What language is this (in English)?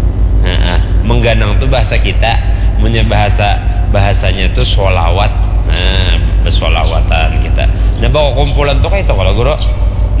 Banjar